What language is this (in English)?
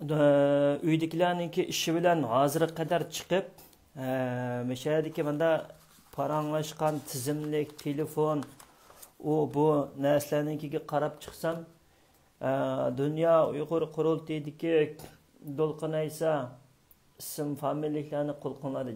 Uyghur